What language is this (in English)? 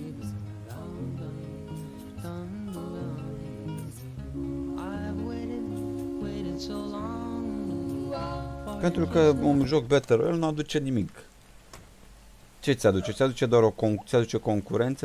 Romanian